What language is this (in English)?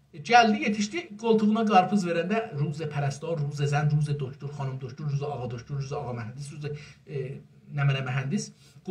South Azerbaijani